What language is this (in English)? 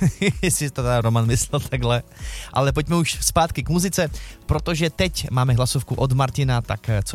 Czech